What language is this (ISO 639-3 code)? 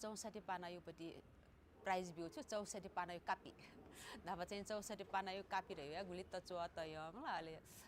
new